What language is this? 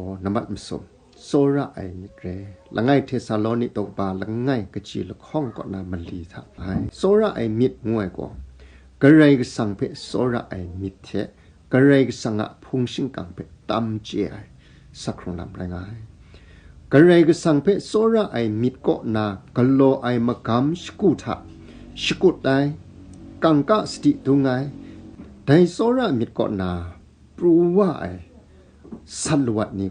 Kachin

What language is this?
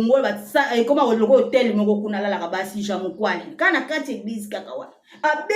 Lingala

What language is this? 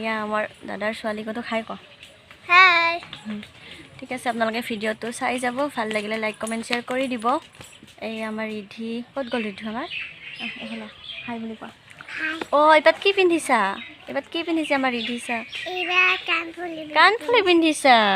Assamese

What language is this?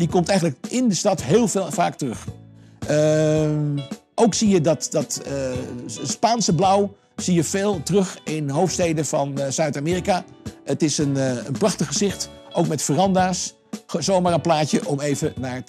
Dutch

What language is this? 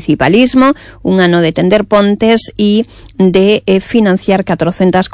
Galician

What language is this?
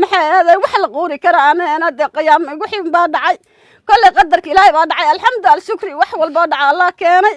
Somali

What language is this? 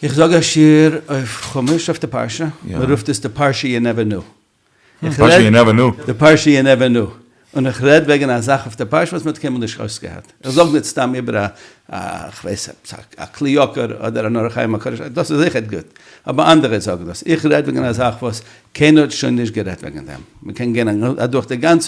Yiddish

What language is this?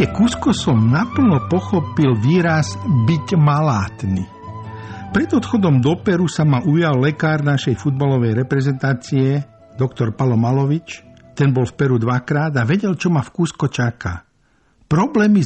Slovak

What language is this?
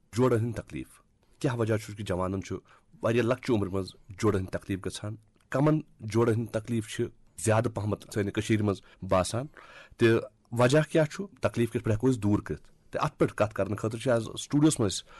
Kashmiri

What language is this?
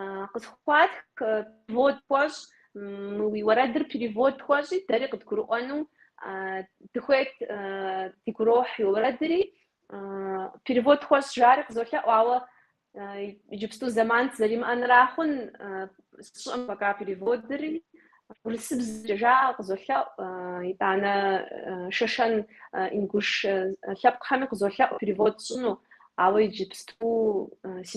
Kabardian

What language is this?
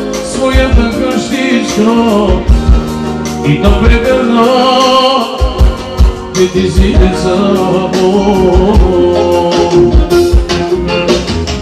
Bulgarian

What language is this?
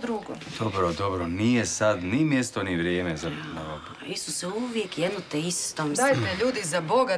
Croatian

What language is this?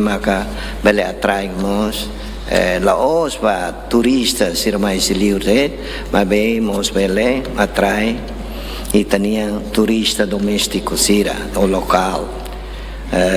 Tetum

